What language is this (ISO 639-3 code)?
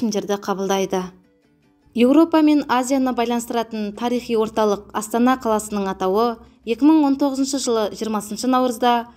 kaz